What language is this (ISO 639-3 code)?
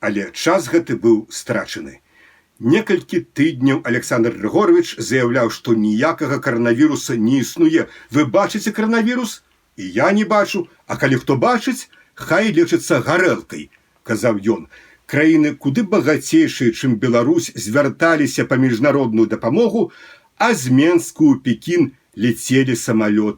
bel